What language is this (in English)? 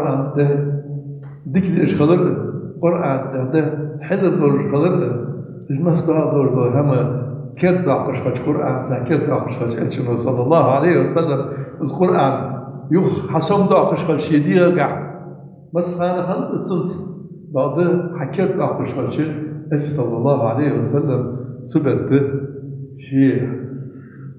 Ingush